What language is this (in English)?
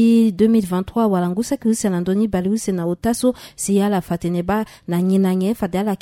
Sango